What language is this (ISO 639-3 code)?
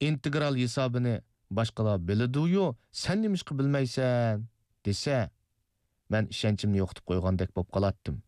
uig